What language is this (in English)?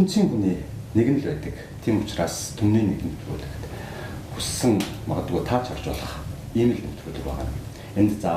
Mongolian